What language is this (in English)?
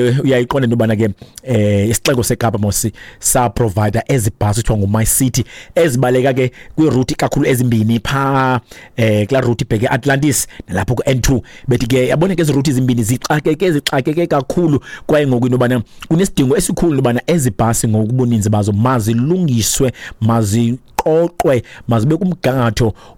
Xhosa